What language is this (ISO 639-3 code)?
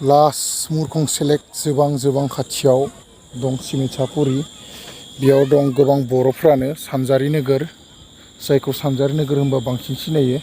brx